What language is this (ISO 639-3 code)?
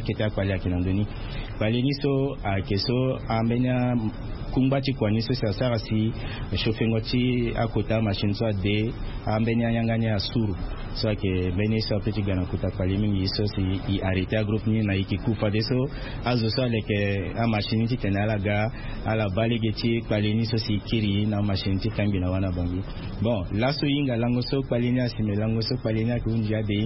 sag